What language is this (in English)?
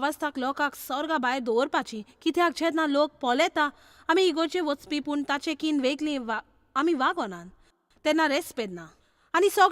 Konkani